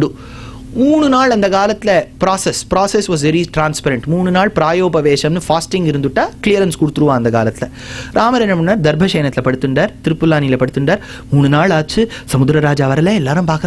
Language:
Tamil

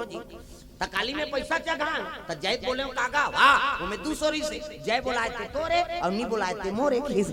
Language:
Chhattisgarhi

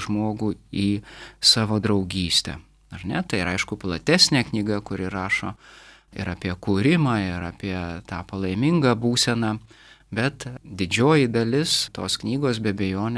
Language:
Lithuanian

